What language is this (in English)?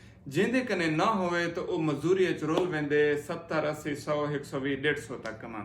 Saraiki